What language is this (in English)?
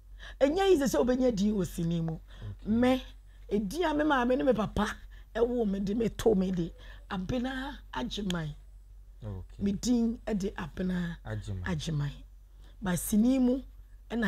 Akan